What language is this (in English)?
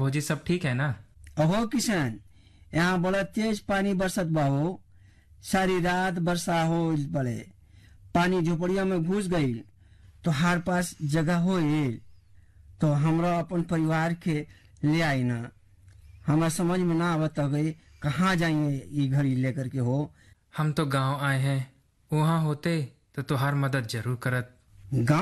Bhojpuri